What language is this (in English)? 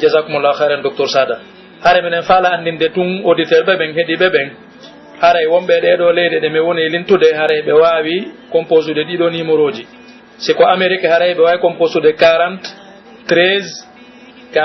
Pular